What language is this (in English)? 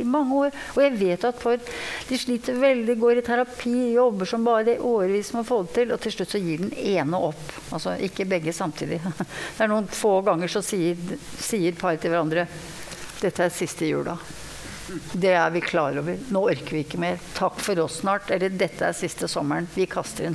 Norwegian